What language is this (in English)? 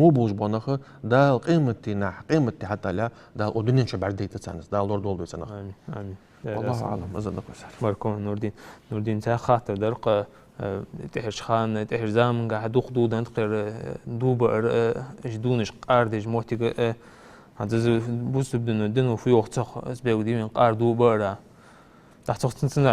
Ingush